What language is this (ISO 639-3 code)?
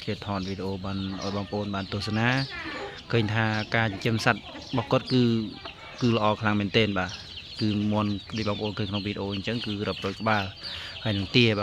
khm